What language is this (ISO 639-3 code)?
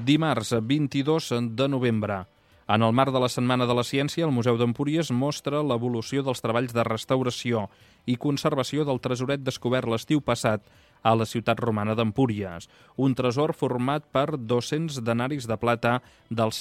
cat